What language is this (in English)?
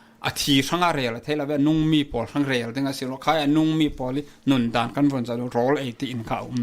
Falam Chin